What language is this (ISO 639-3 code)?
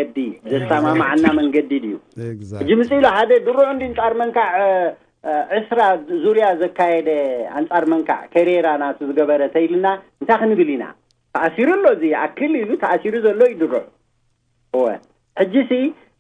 tir